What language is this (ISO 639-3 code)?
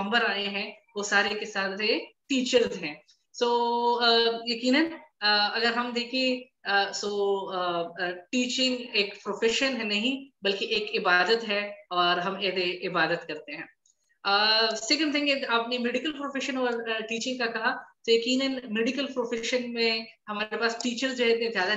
urd